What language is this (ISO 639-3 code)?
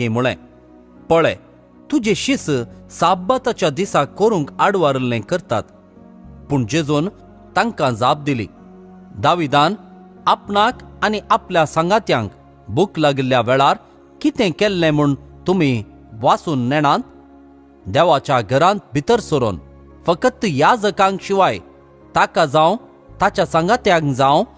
kok